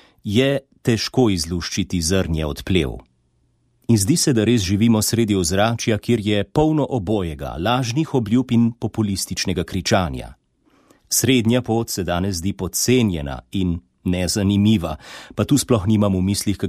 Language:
Slovenian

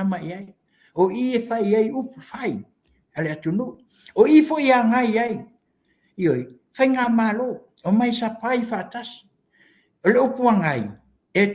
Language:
Samoan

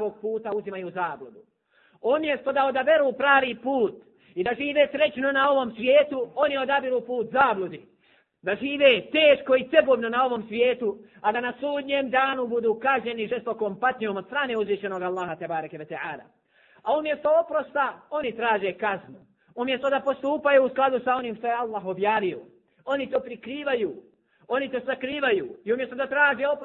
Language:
Bosnian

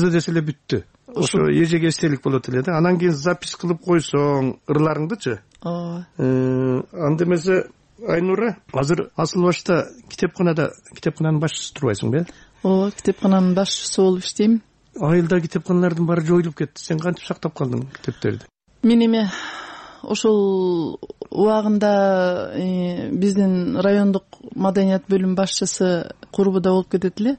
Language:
Kyrgyz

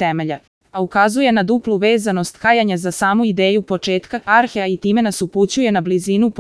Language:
Serbian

